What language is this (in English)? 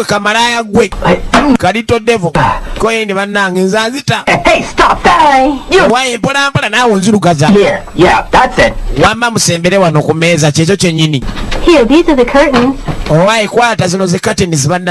Ganda